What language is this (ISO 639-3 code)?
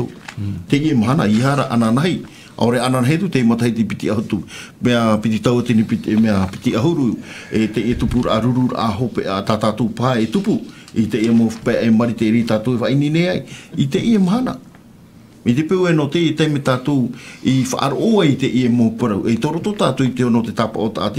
tah